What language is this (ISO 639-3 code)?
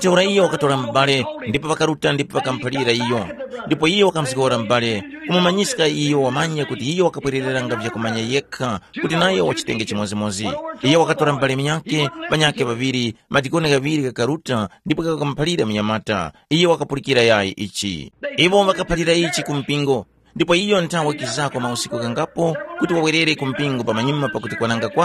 tum